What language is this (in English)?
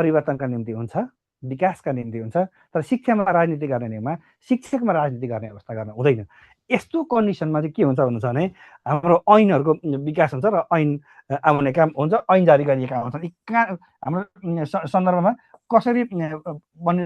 Nepali